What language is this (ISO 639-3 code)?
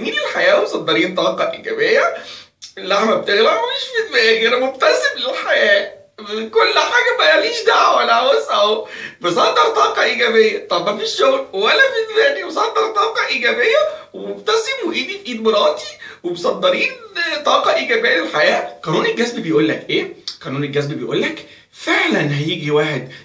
arz